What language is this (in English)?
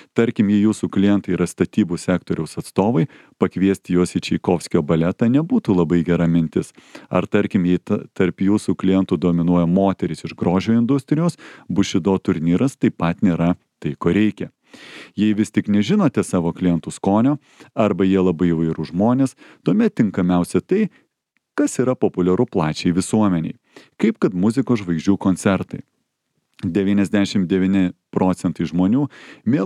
Lithuanian